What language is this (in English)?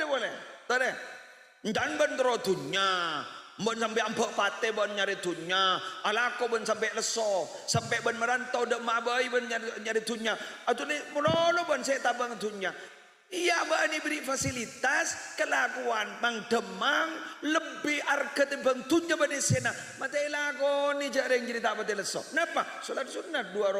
Madurese